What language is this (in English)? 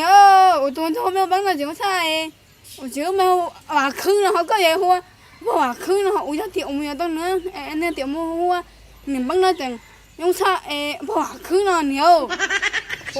Hmong